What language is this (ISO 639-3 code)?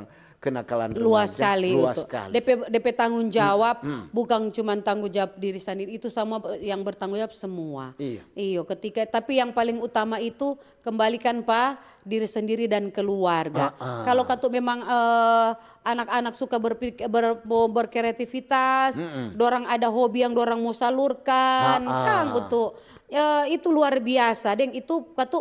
xmm